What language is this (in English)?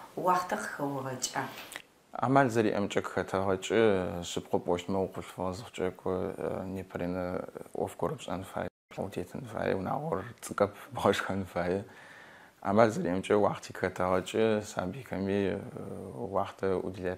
Adyghe